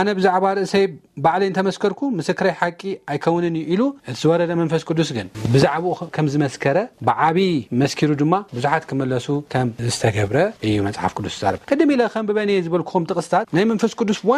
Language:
Tigrinya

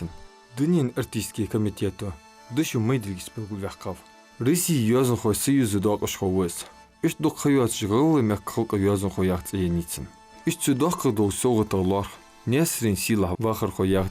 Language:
Ingush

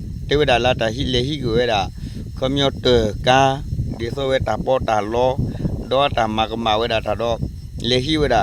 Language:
S'gaw Karen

